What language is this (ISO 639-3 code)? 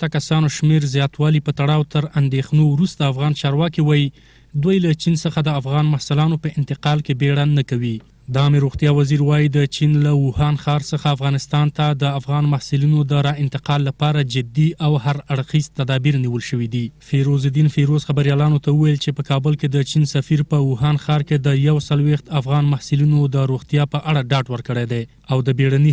pus